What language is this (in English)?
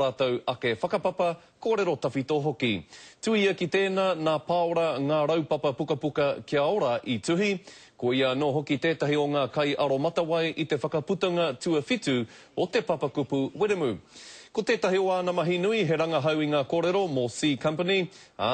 Māori